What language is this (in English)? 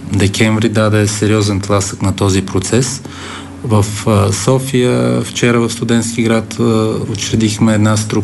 Bulgarian